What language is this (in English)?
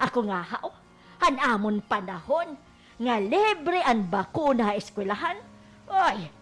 Waray